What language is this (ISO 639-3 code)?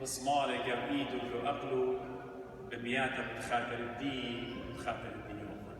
aii